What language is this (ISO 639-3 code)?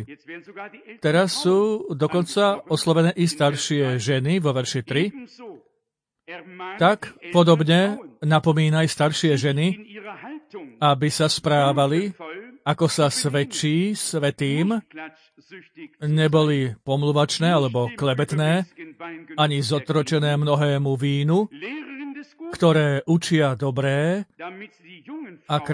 slk